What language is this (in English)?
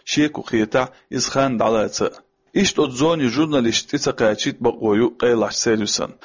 Chechen